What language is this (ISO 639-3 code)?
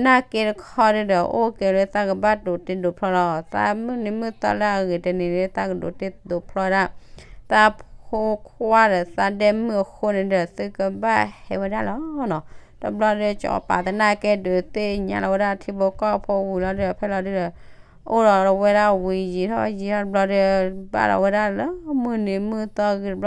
ksw